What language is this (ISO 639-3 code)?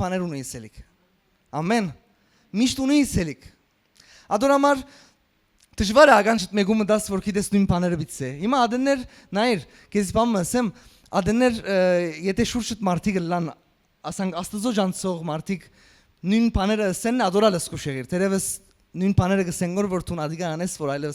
hyw